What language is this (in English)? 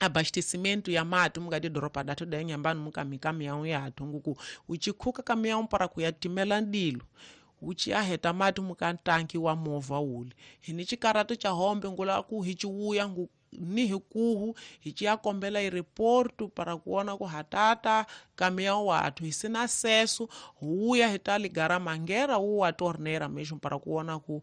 Tsonga